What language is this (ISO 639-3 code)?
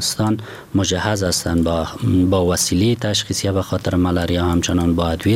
fas